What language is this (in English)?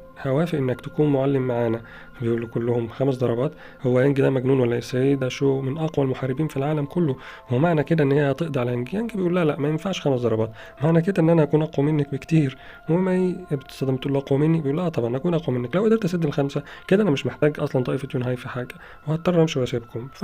Egyptian Arabic